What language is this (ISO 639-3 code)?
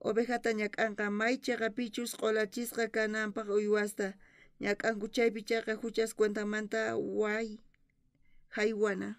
quh